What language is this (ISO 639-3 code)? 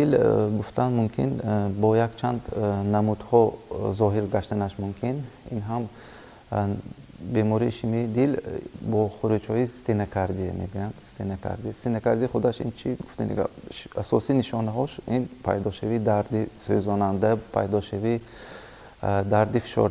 tgk